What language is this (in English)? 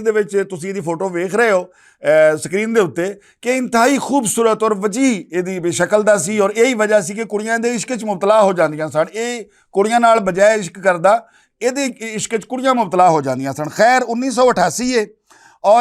Western Panjabi